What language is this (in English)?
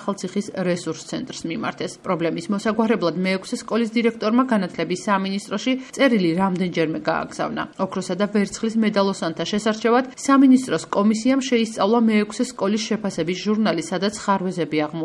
Georgian